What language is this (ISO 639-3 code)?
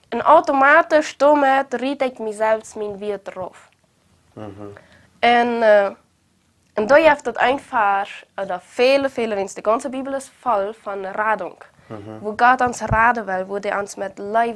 pdt